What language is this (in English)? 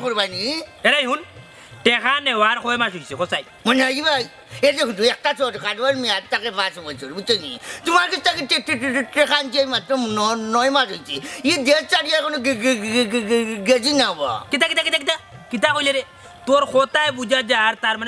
Sylheti